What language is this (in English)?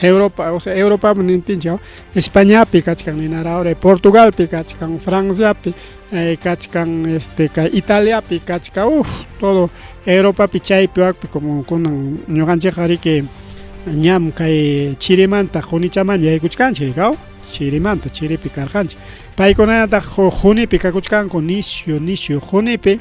Ayacucho Quechua